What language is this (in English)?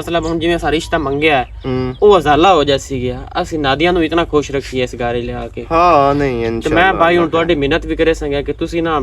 Western Panjabi